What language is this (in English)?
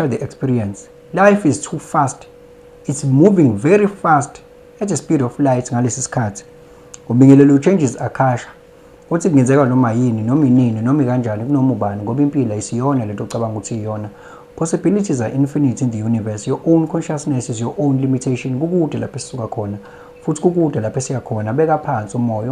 Zulu